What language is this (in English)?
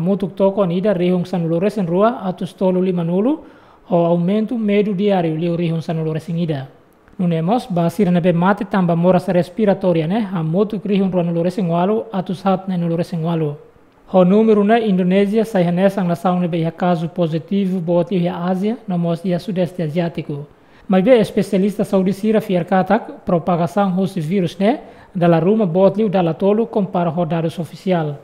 Tetum